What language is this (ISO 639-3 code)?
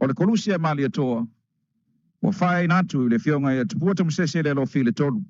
smo